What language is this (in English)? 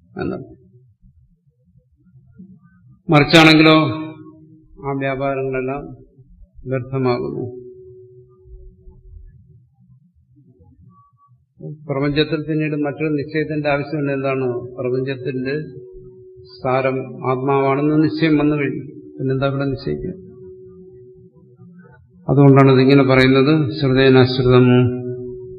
Malayalam